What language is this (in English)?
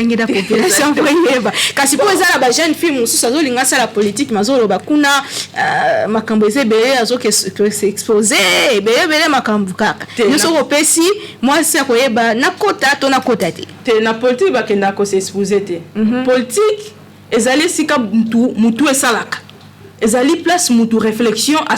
Lingala